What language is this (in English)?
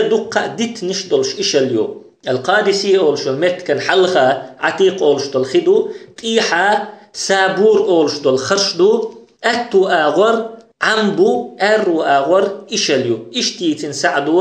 Chechen